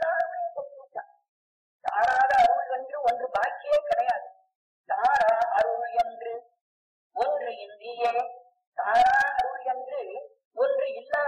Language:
Tamil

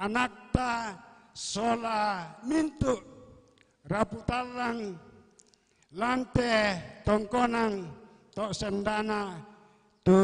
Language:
Toraja-Sa'dan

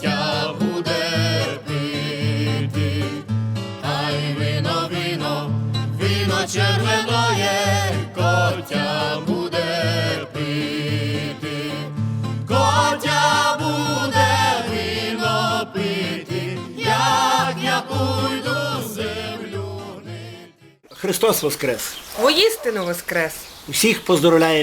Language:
Rusyn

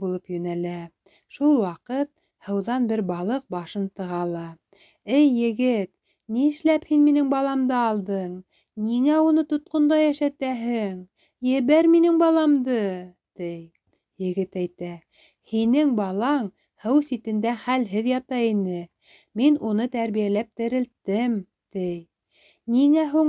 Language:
Bashkir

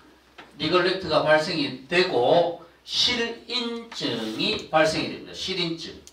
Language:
Korean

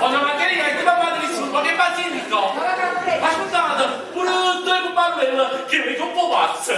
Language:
Neapolitan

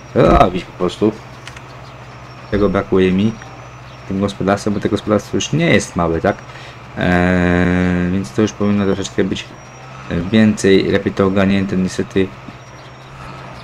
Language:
Polish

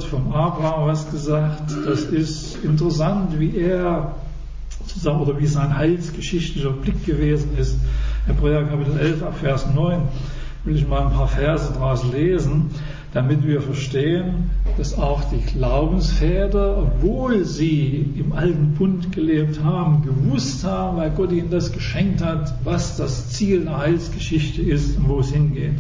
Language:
German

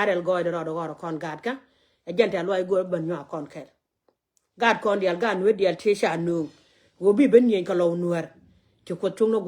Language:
Nuer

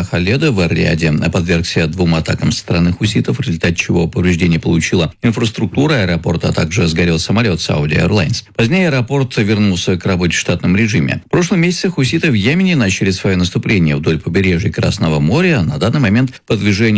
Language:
Russian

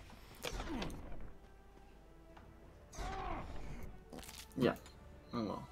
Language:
Dutch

